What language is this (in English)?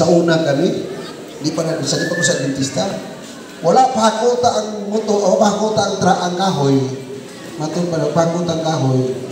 Cebuano